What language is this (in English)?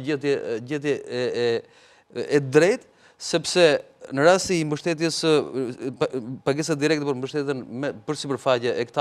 Albanian